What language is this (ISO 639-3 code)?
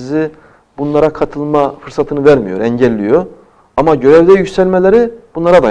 tur